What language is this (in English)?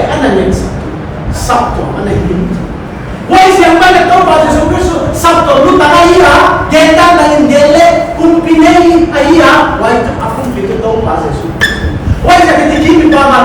Paite Chin